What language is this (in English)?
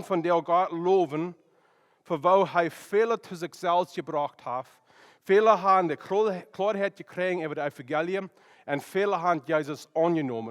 Plautdietsch